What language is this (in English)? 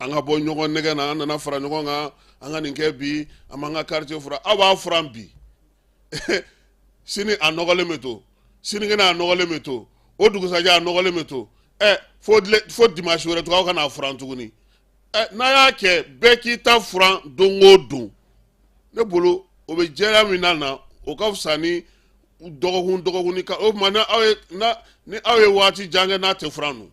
Bambara